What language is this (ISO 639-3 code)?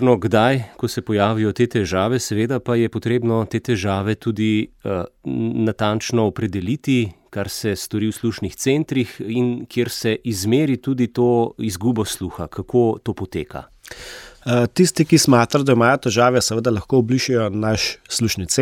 slv